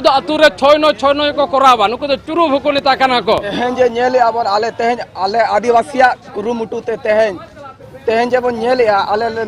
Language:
Santali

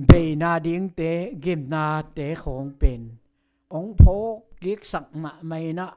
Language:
Tedim Chin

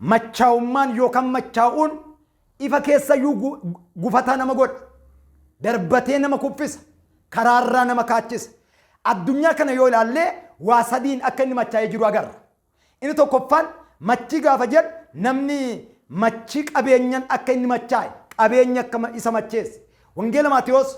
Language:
Oromo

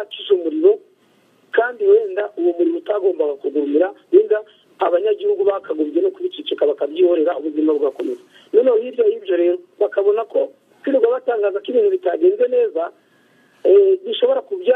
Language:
Kinyarwanda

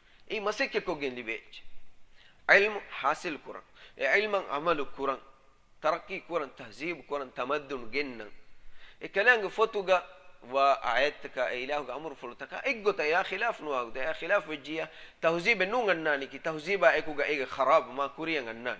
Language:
Divehi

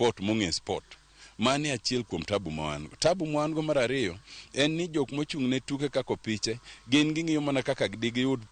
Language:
Luo (Kenya and Tanzania)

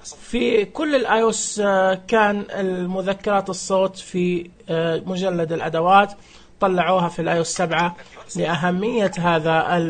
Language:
Najdi Arabic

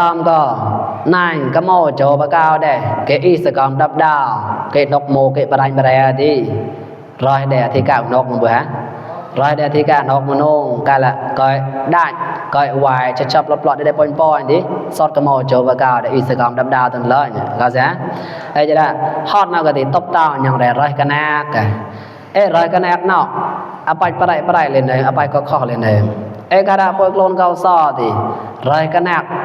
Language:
Mon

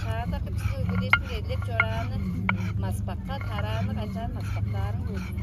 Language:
Tuvinian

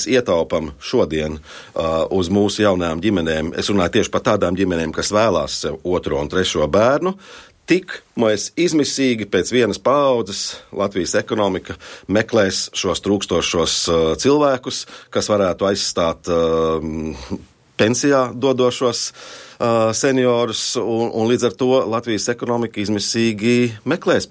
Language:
Latvian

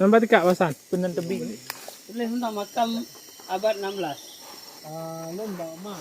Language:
Achinese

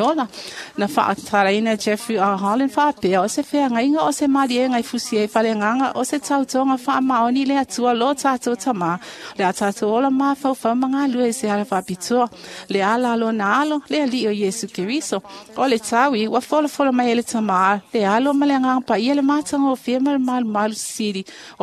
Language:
Samoan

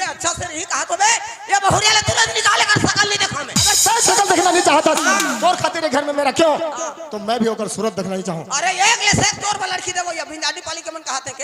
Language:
Chhattisgarhi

